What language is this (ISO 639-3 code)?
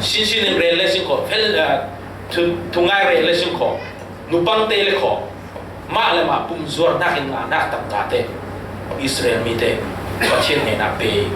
cfm